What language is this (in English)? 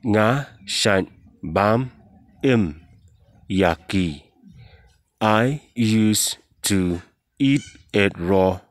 Khasi